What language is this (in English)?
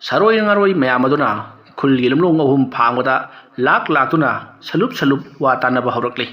Manipuri